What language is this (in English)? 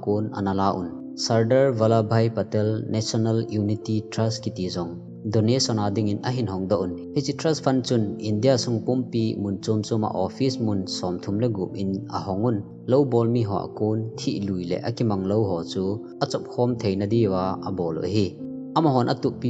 Thado Chin